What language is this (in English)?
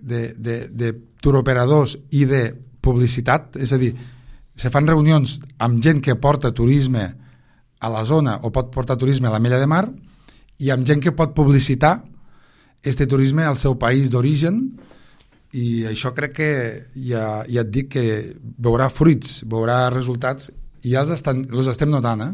Catalan